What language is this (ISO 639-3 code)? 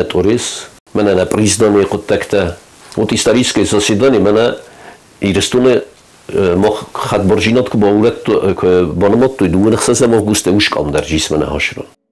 oss